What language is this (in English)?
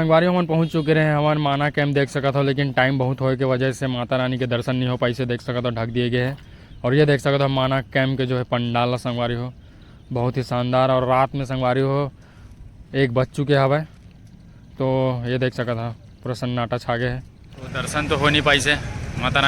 Chhattisgarhi